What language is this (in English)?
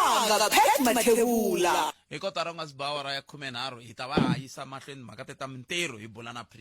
Tsonga